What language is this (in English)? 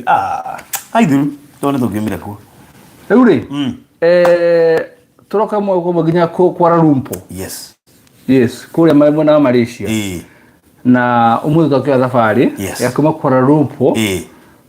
Kikuyu